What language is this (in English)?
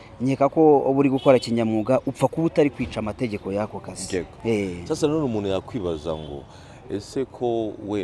Kinyarwanda